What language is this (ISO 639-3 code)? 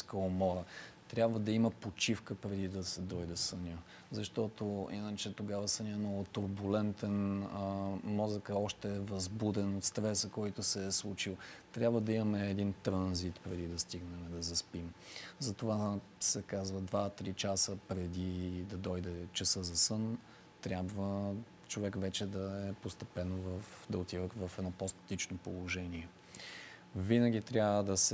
bul